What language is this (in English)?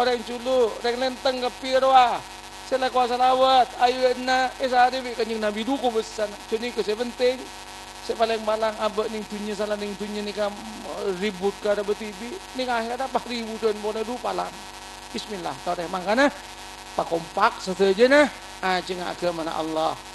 Madurese